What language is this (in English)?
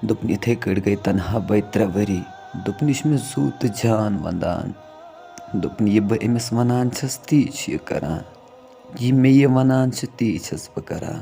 Kashmiri